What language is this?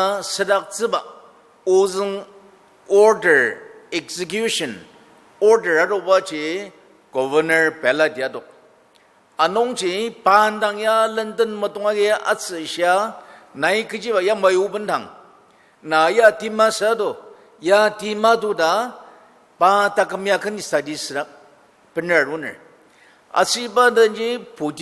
Ao Naga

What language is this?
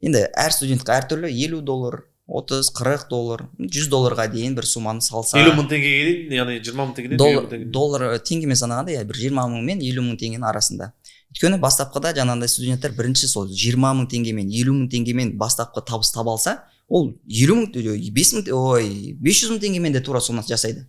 Kazakh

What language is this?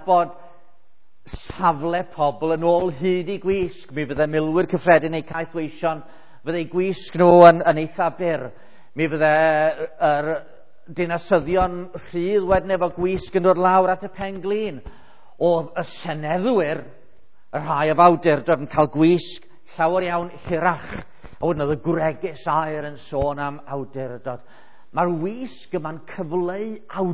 Welsh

